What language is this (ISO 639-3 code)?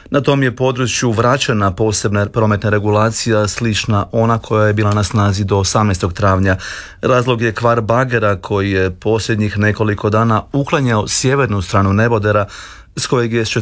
hrv